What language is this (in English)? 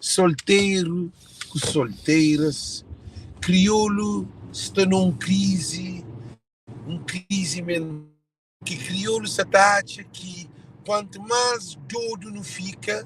Kabuverdianu